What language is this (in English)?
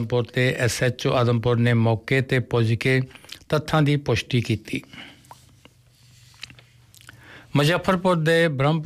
Punjabi